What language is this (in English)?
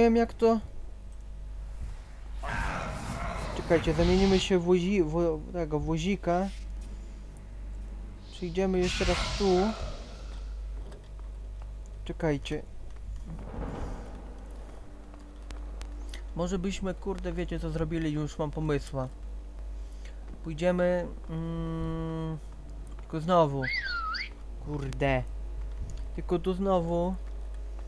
Polish